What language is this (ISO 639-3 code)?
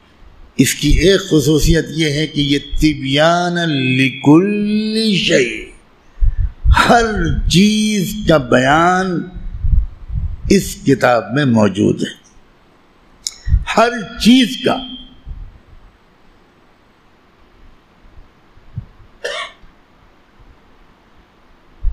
urd